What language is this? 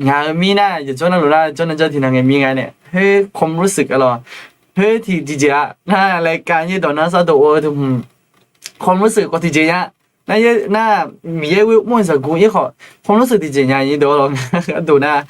Akha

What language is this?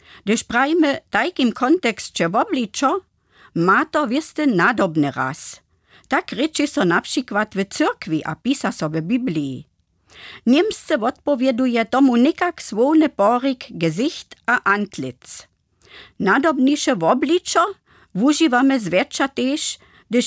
Upper Sorbian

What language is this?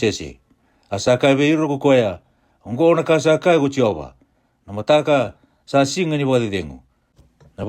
Fijian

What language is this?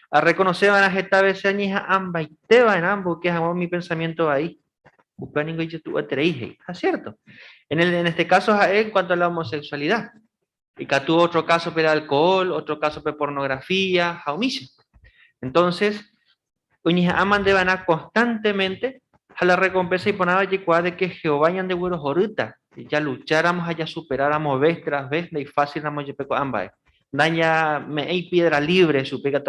Guarani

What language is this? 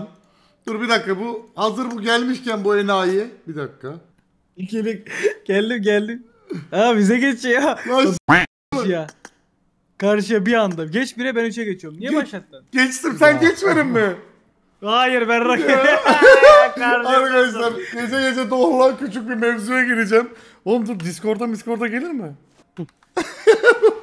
Turkish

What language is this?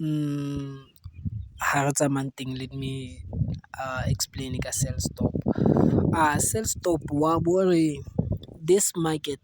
Tswana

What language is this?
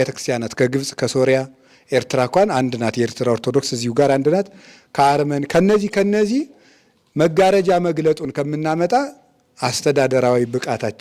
Amharic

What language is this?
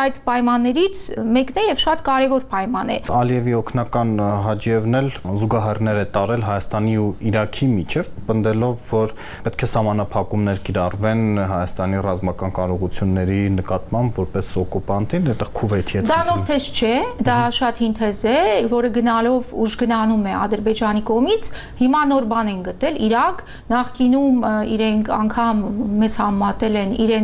Armenian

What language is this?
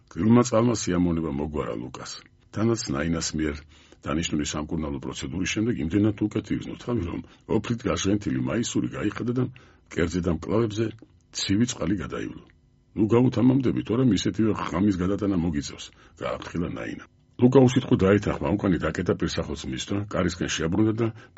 Georgian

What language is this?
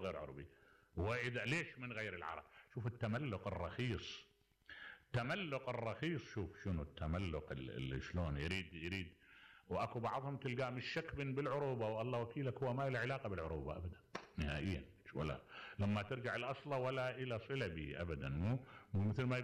Mesopotamian Arabic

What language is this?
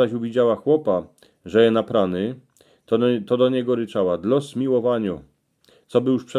Silesian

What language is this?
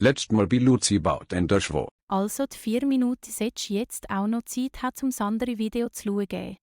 Swiss German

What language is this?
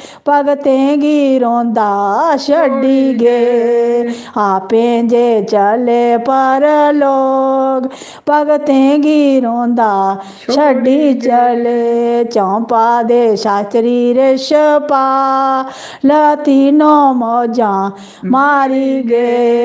Dogri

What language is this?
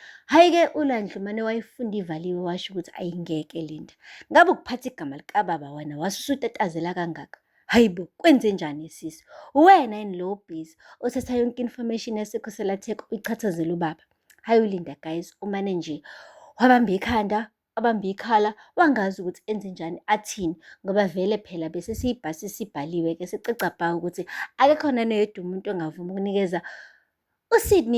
Zulu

